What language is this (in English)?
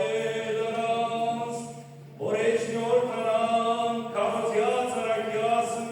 Western Armenian